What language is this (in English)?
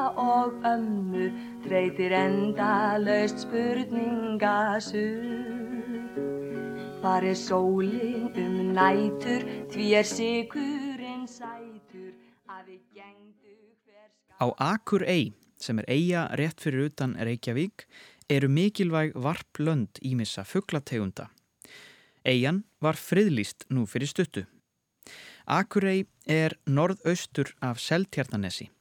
Icelandic